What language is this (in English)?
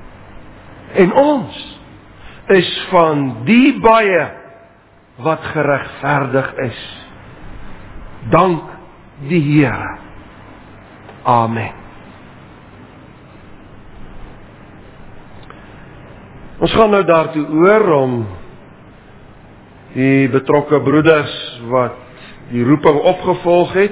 Afrikaans